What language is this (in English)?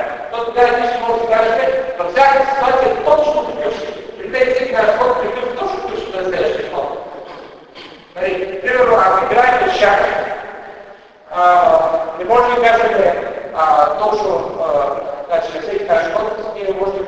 Bulgarian